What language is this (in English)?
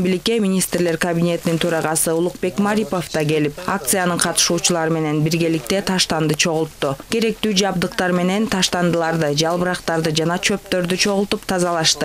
Kyrgyz